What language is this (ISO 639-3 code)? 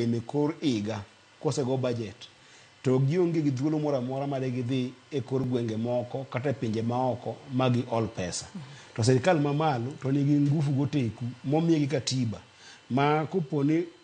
luo